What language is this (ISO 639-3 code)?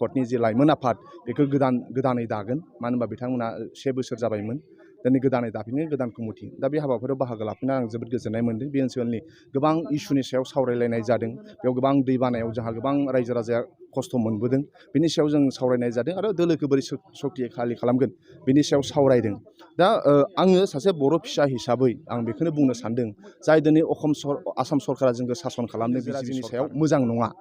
brx